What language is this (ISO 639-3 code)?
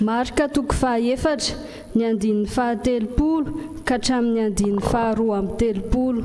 mlg